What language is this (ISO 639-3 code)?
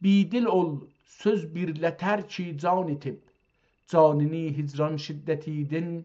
azb